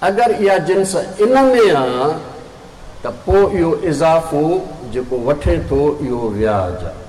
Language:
Sindhi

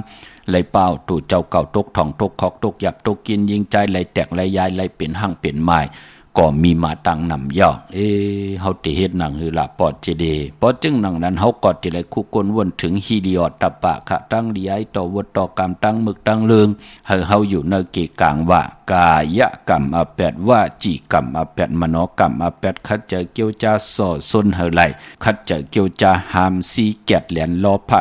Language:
Shan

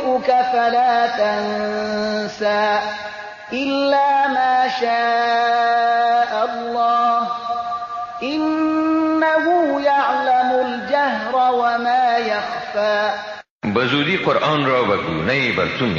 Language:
Persian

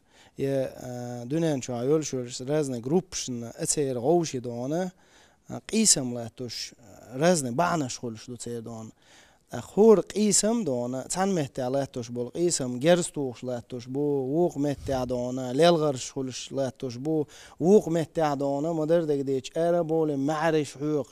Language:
Chechen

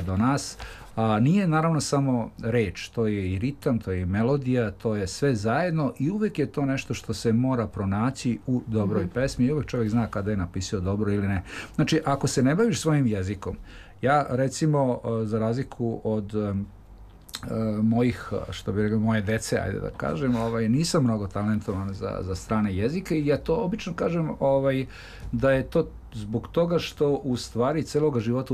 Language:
Serbian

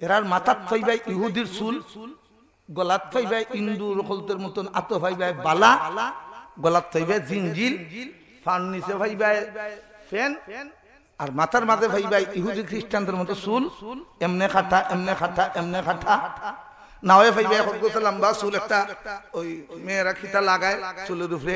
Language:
Sylheti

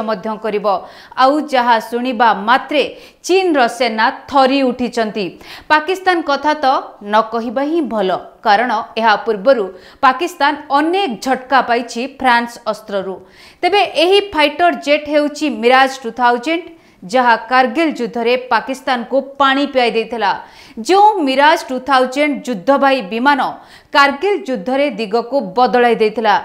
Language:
Odia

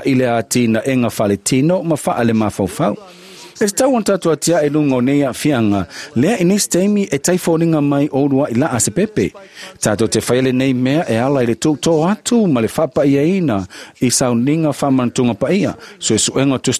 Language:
Samoan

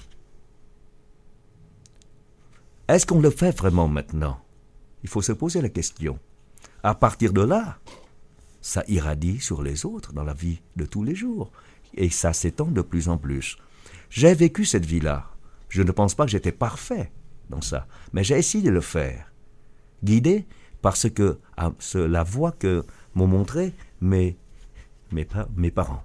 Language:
French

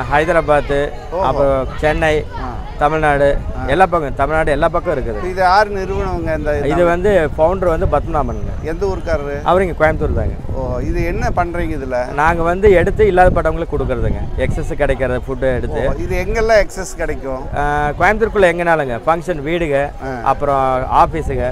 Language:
Tamil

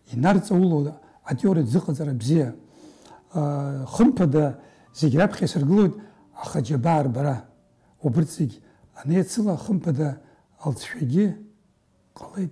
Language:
Abkhazian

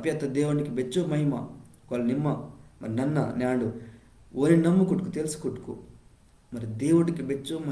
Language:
Koya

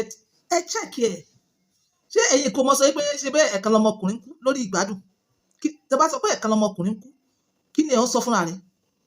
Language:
Yoruba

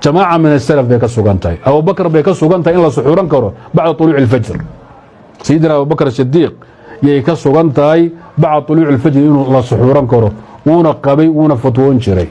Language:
Somali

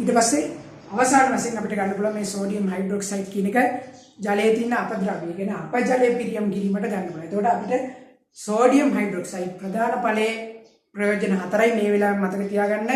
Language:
Sinhala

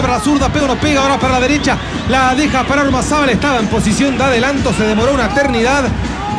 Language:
Spanish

